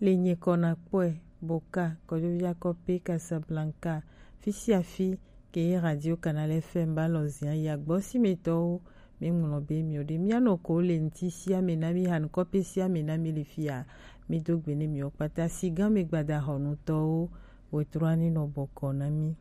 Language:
Gen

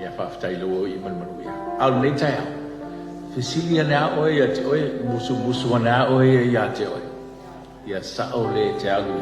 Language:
Samoan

